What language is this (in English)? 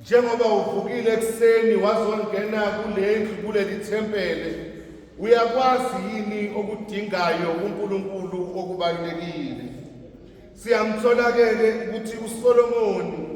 Zulu